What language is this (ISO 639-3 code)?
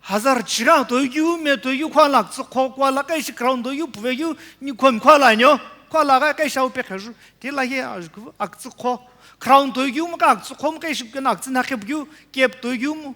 nsm